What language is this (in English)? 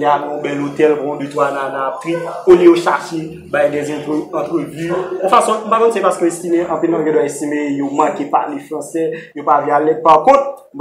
Haitian Creole